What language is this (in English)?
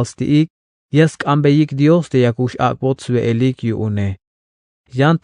Tzeltal